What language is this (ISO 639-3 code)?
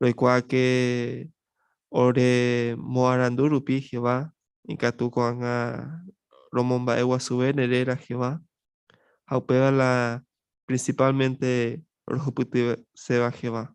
grn